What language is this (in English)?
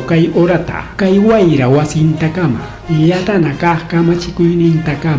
Ayacucho Quechua